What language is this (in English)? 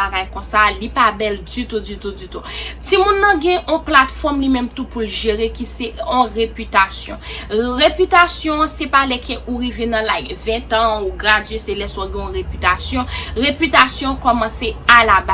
Haitian Creole